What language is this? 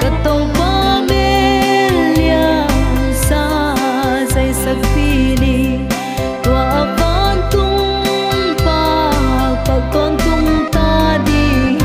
Paite Chin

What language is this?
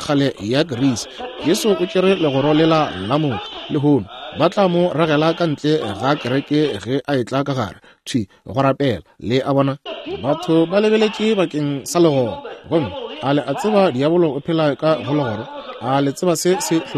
Northern Sotho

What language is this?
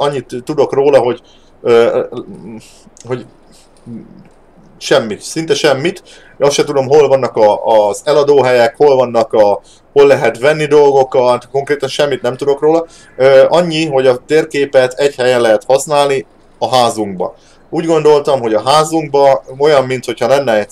Hungarian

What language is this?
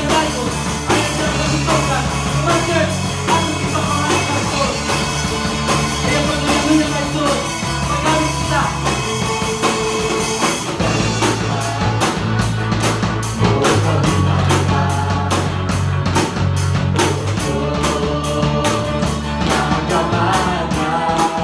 Filipino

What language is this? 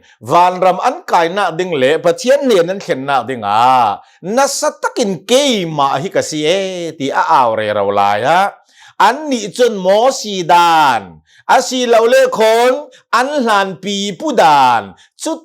Hakha Chin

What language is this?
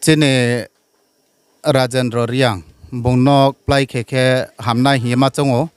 Riang (India)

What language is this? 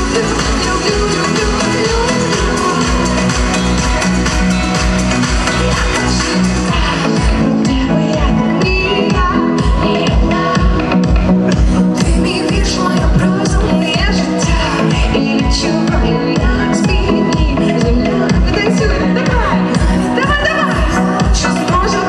Ukrainian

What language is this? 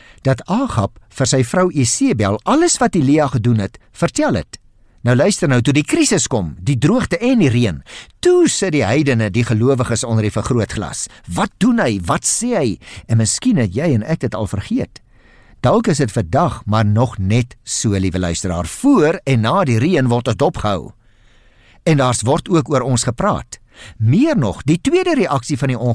Afrikaans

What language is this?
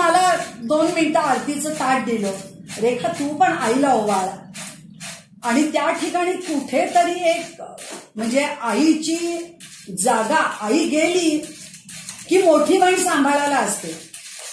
Marathi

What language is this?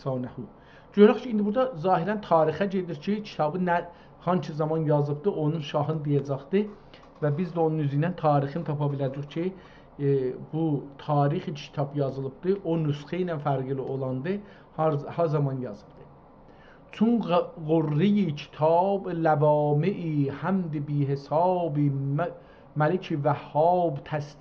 South Azerbaijani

